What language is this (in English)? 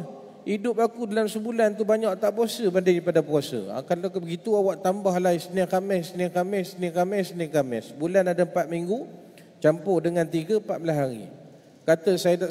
Malay